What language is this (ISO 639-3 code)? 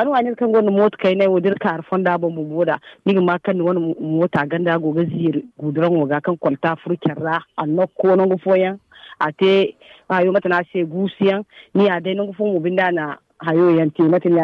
dje